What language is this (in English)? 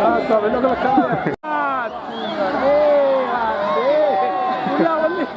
Minangkabau